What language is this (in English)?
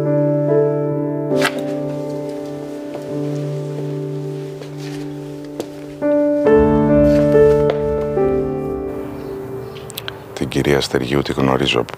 Greek